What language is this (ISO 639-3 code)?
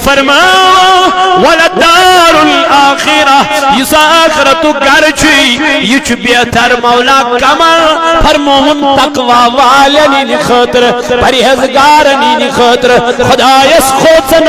kas